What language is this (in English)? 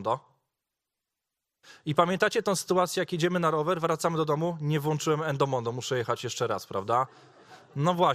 Polish